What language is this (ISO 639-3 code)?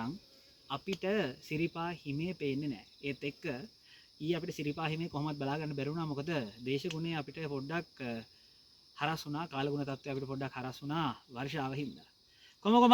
sin